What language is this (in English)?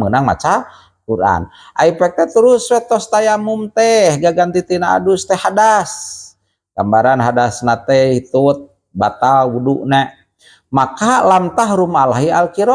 Sundanese